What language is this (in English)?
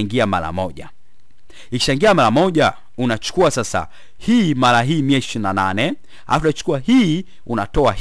Swahili